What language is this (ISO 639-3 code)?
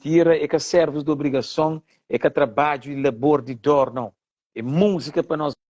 kea